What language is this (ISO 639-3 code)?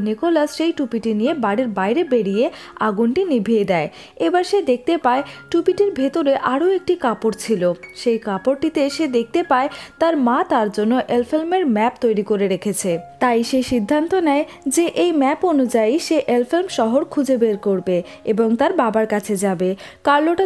ben